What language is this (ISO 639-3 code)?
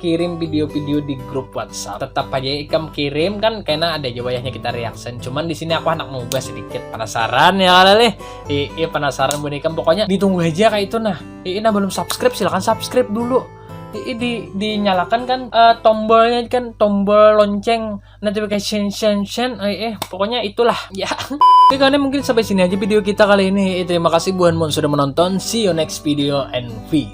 bjn